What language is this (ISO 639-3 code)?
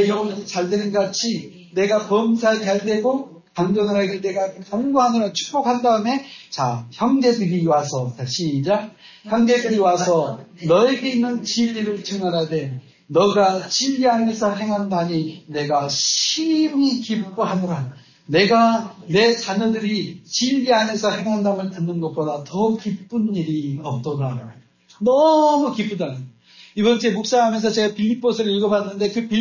kor